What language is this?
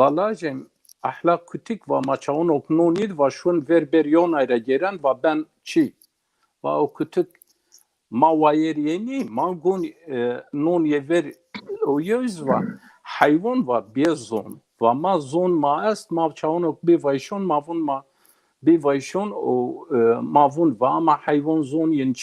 Zaza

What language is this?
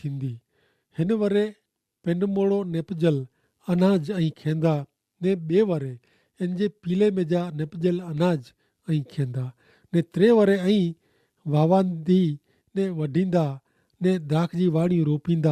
Kachhi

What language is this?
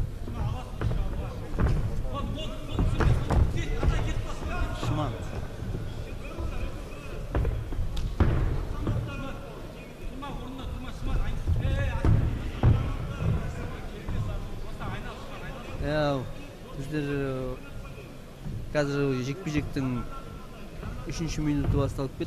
Kazakh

